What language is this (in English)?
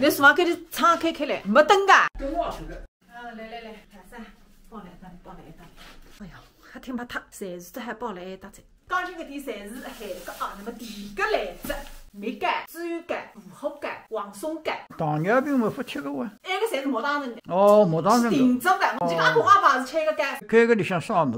Wu Chinese